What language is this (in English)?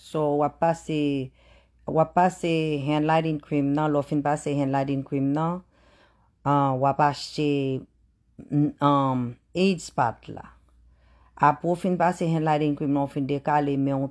Haitian Creole